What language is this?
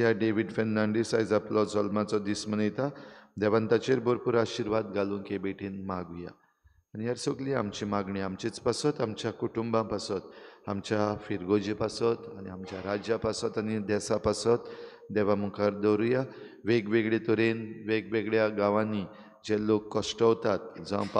Konkani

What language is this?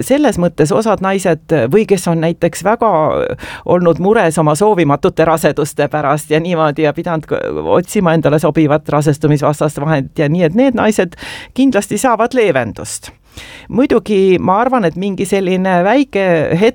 Estonian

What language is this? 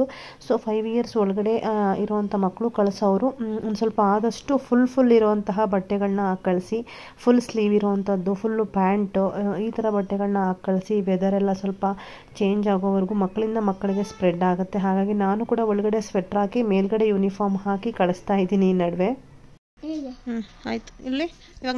Kannada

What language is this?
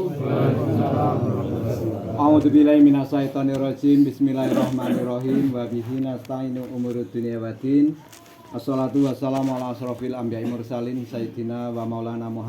Javanese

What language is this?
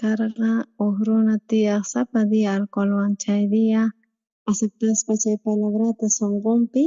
South Bolivian Quechua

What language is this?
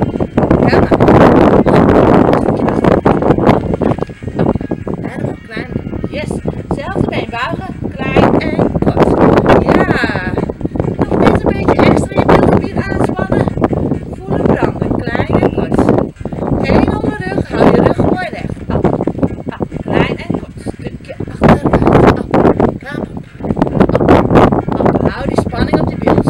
Dutch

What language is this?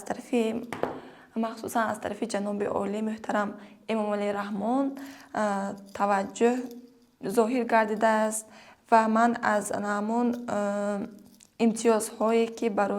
Tajik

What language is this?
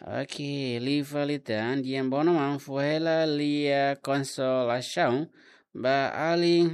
Tetum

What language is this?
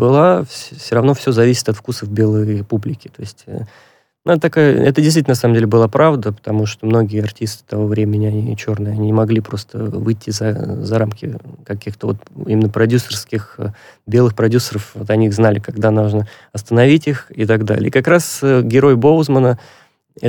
Russian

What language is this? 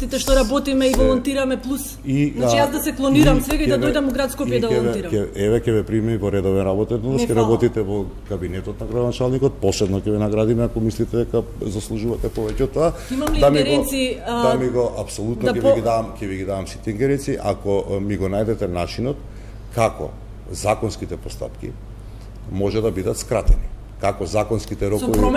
Macedonian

